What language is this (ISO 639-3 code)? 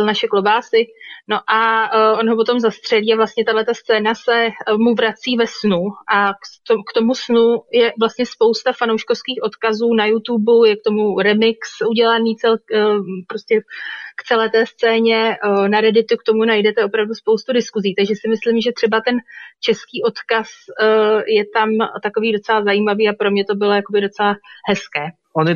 ces